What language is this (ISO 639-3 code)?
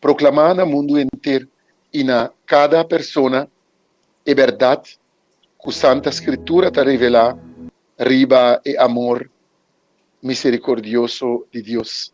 pap